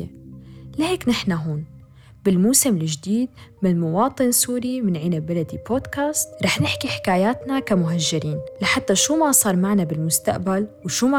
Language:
North Levantine Arabic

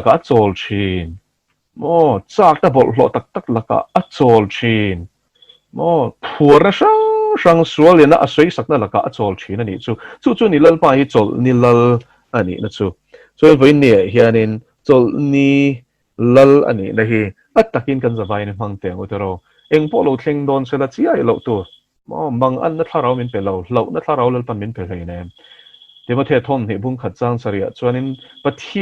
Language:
Mizo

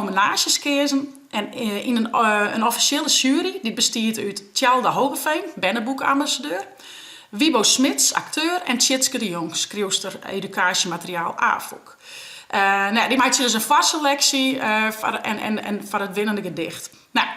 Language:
Western Frisian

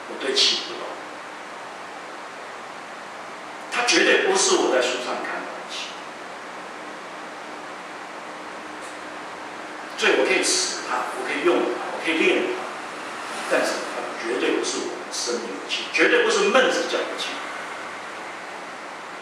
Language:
Chinese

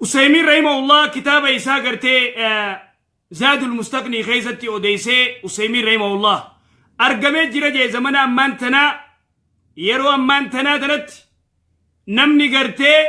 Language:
Oromo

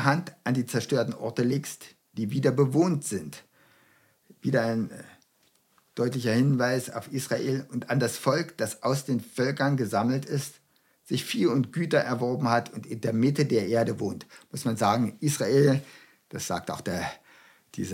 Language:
German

